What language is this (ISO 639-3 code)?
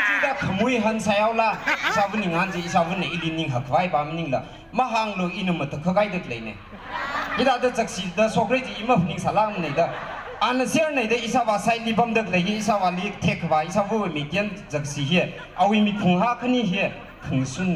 nmf